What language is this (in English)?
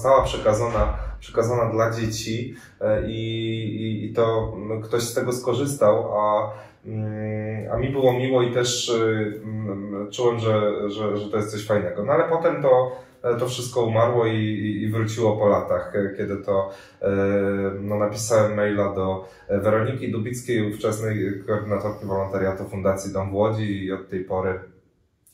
Polish